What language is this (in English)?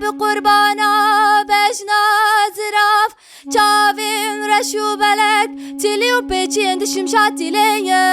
Kurdish